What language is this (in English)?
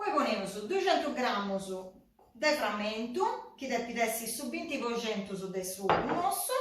Sardinian